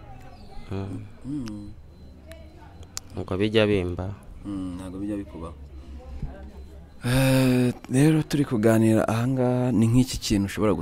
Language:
Kinyarwanda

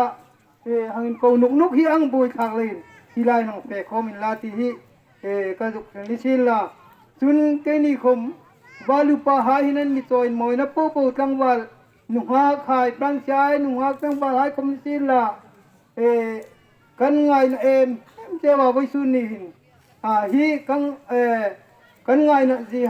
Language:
Hmar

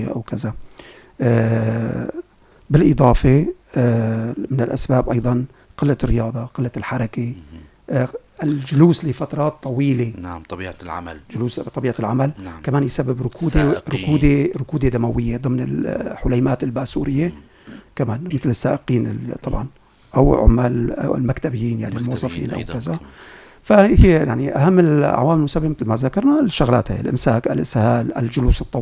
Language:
North Levantine Arabic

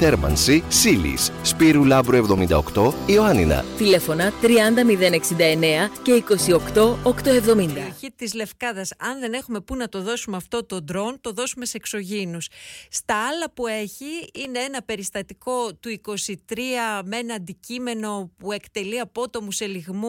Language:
Greek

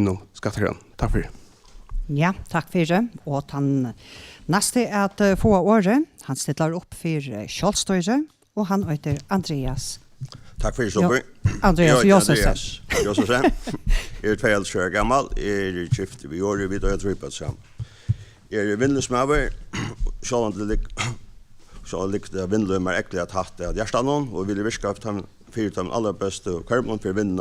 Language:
Faroese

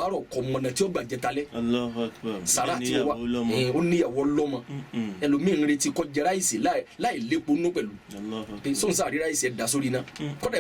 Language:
Yoruba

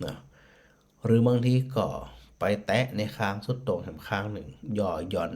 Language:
Northern Thai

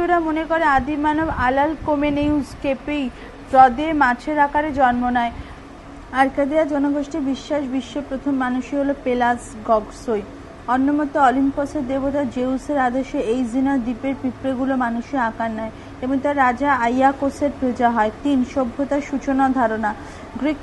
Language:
Bangla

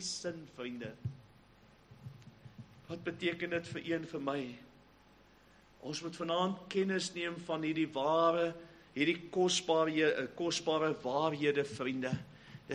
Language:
Afrikaans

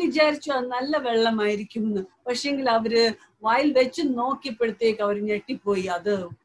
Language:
Malayalam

